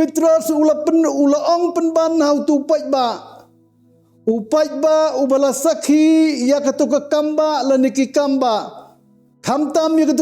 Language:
Khasi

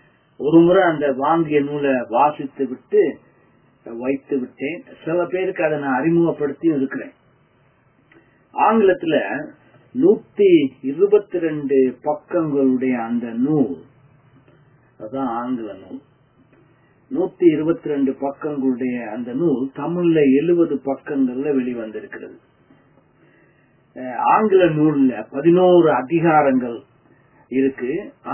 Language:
Tamil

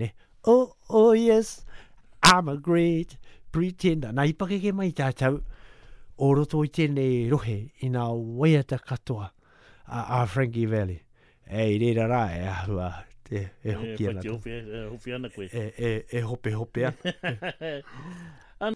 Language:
Māori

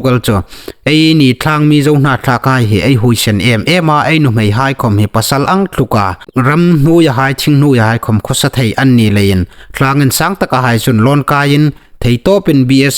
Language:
Hmar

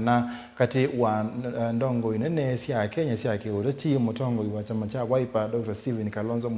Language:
Kamba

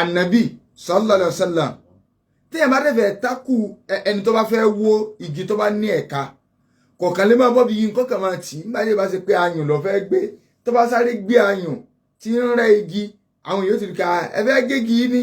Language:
Yoruba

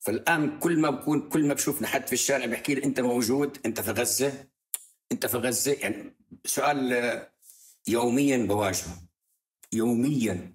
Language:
North Levantine Arabic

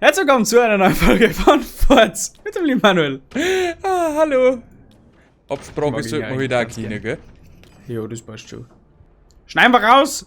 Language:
Bavarian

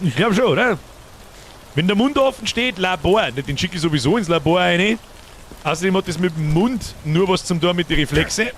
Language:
Bavarian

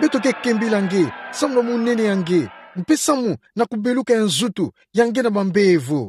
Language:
Kituba (Democratic Republic of Congo)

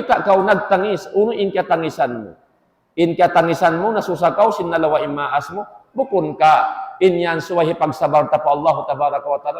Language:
Tausug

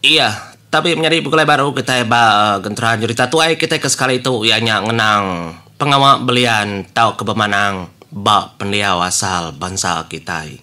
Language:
Iban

